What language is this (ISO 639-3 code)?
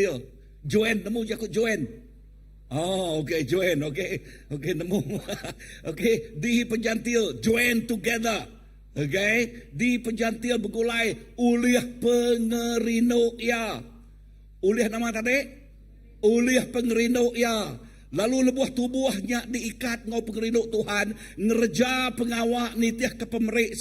iba